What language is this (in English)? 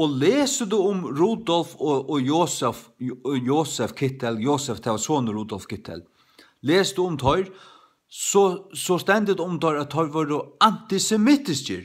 Faroese